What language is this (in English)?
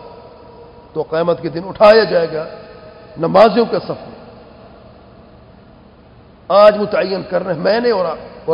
Urdu